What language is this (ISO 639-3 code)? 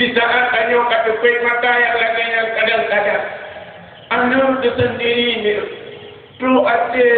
ace